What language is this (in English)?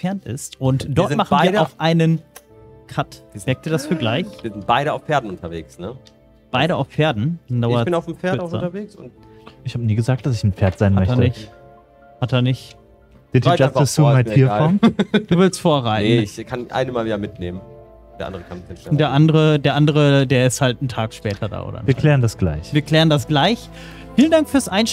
German